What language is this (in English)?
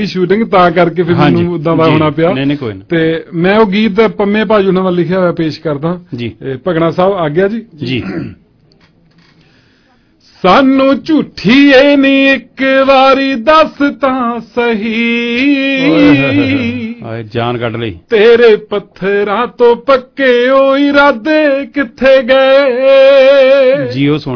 Punjabi